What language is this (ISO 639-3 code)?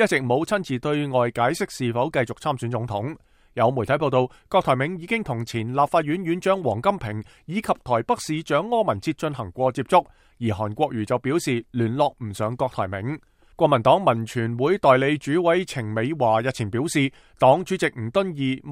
yue